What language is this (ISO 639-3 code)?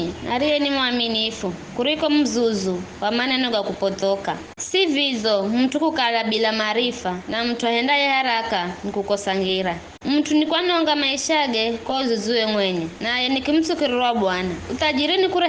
nyf